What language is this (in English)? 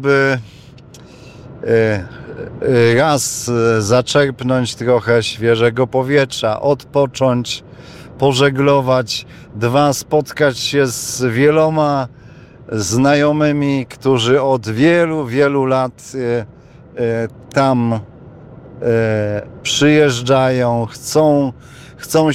Polish